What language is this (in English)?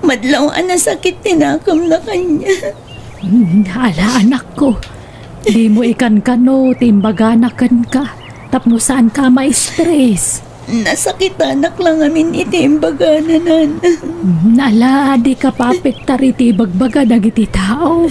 Iloko